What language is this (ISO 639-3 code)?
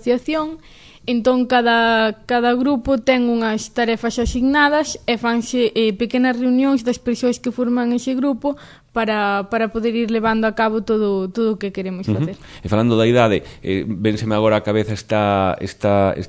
glg